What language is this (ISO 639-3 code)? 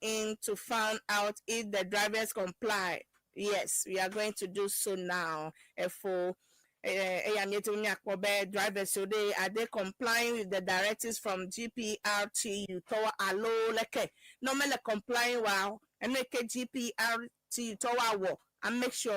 ewe